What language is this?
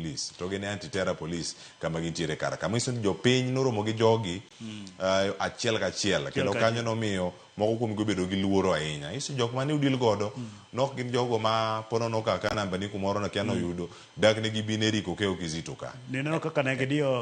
Luo (Kenya and Tanzania)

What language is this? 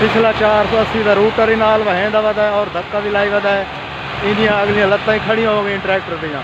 Saraiki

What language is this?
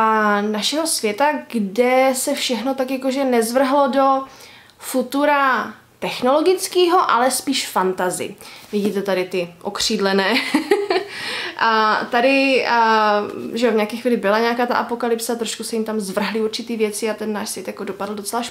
Czech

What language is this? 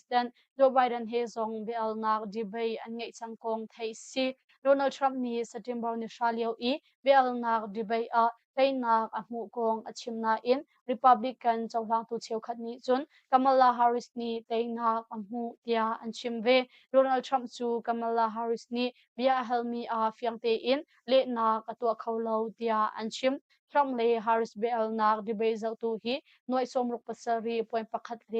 Hakha Chin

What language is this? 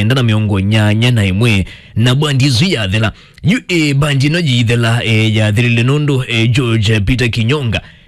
Kamba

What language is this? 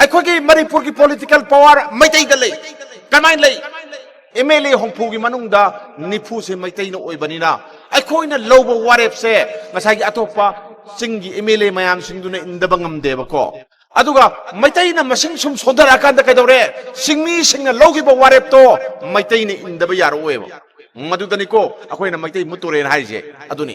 Manipuri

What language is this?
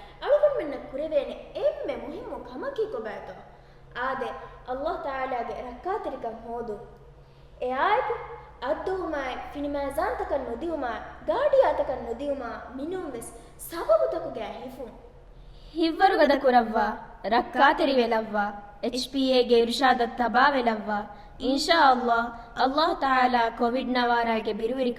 Divehi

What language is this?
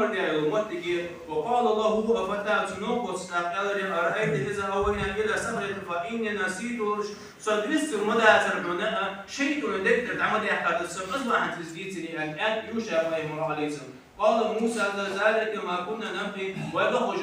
Ingush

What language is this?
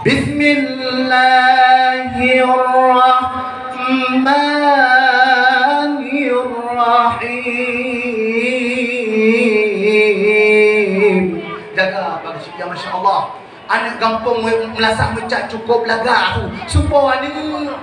Achinese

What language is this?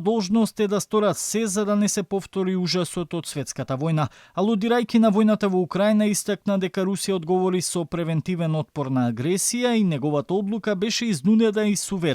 Macedonian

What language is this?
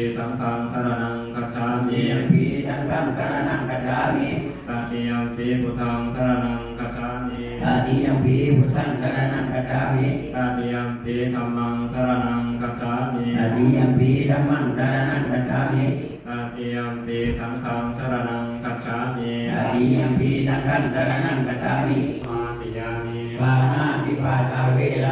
Pali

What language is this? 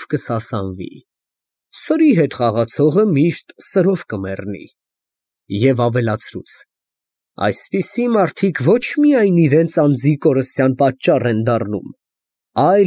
Armenian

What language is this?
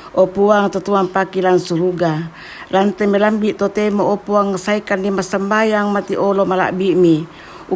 Toraja-Sa'dan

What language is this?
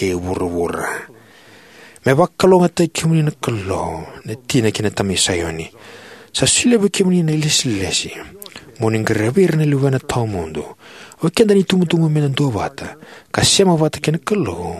Fijian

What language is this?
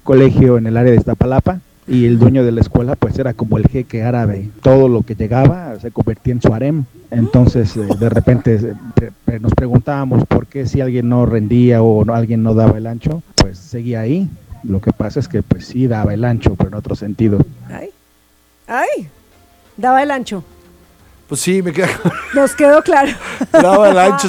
Spanish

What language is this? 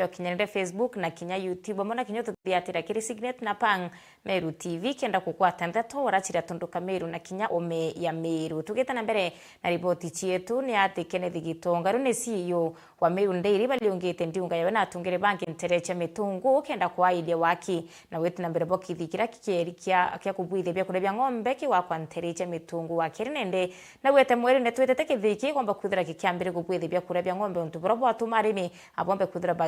Meru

